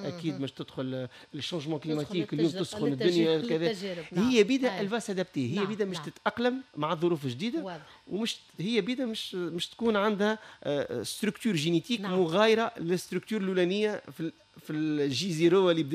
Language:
Tunisian Arabic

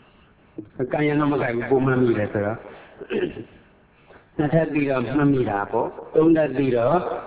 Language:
Burmese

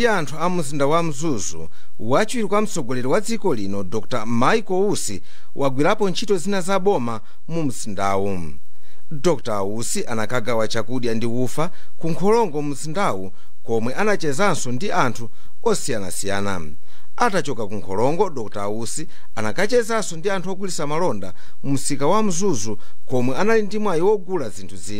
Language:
Nyanja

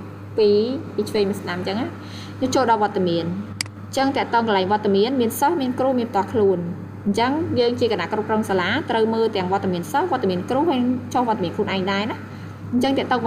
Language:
Khmer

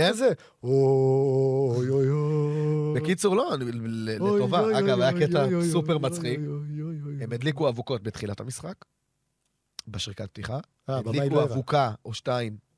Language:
Hebrew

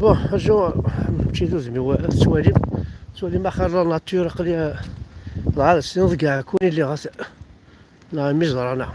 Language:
Kabyle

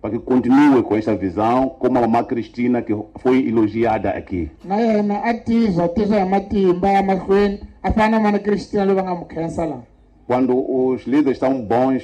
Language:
Tsonga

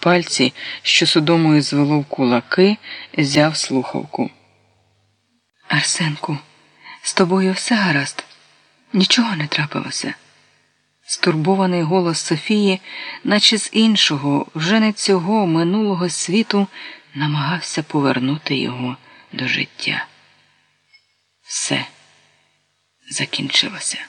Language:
Ukrainian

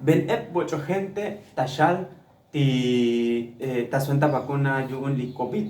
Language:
Tzotzil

